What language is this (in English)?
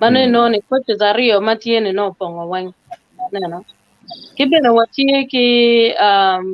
Acoli